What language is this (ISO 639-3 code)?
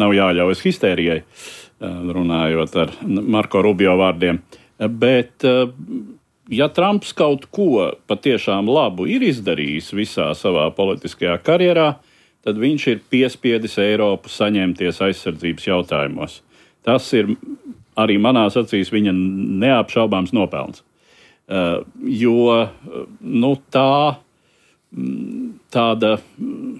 lav